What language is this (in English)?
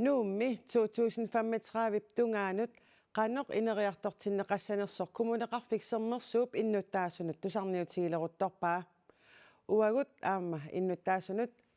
Kalaallisut